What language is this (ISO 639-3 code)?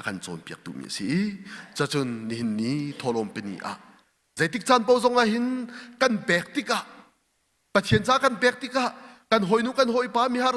cnh